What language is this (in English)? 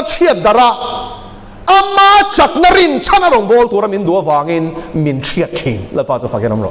Mizo